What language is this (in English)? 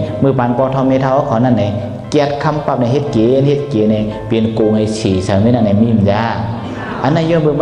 Shan